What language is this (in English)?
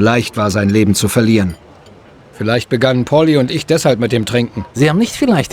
Bavarian